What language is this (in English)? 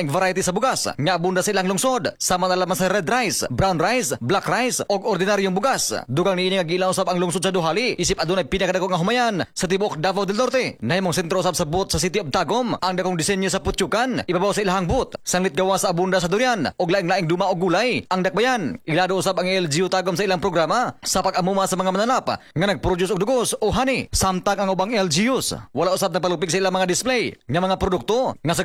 Cebuano